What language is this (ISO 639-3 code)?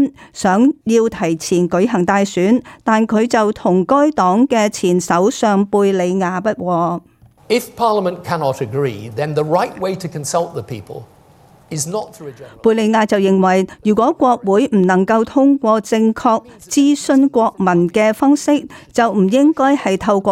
yue